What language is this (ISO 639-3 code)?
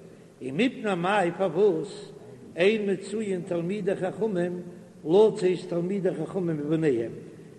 yid